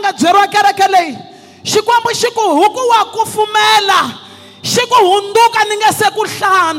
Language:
Tsonga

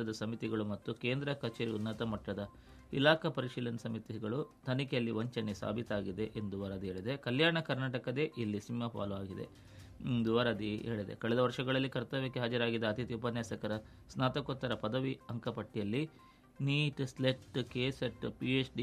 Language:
Kannada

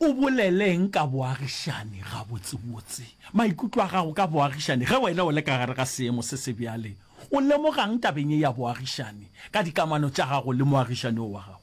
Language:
Northern Sotho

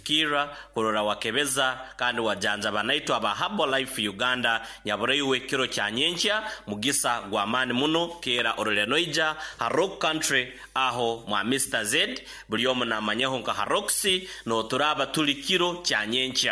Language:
Nyoro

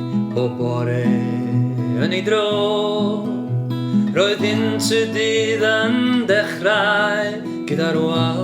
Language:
Welsh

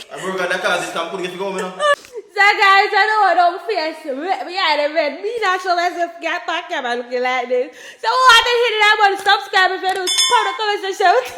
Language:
Jamaican Creole English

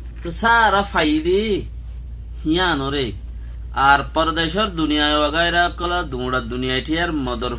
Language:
Rohingya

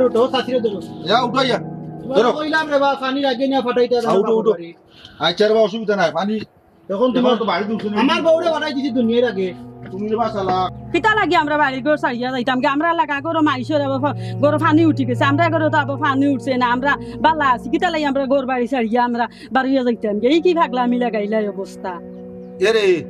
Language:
Sylheti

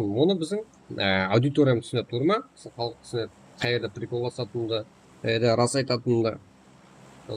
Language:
Kara-Kalpak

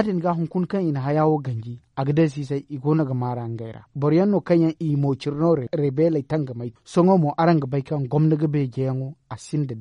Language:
Zarma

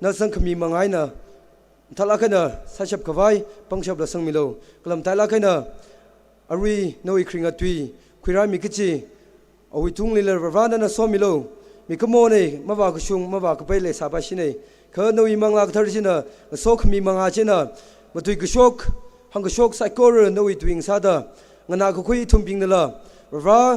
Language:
Tangkhul Naga (India)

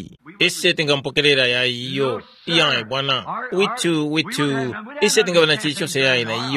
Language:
Tumbuka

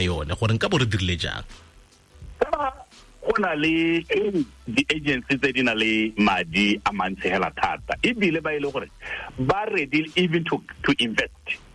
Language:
Tswana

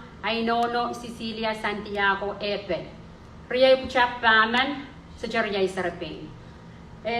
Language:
Pohnpeian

